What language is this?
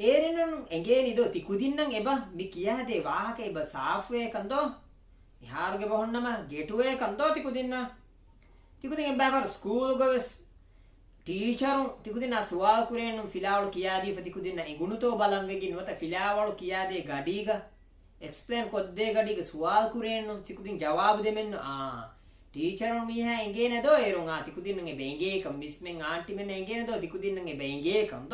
Divehi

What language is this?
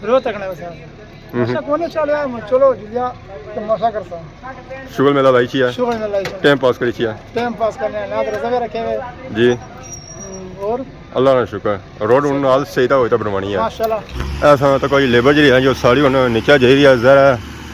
Pahari-Potwari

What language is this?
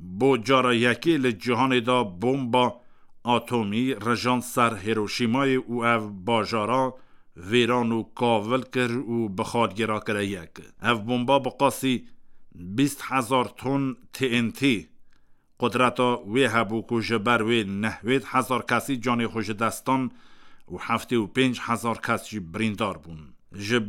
Kurdish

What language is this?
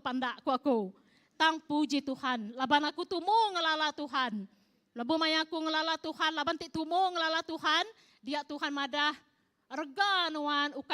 Iban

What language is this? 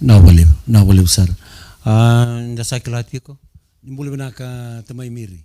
Fijian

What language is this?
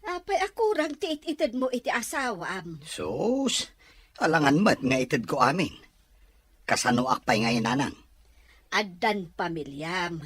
Iloko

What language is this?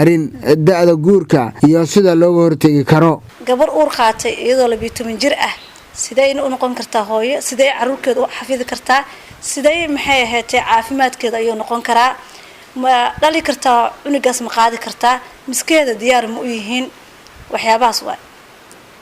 Somali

